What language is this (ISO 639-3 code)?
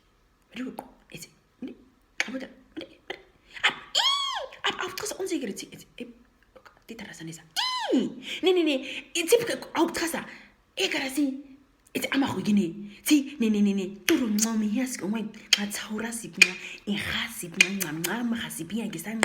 naq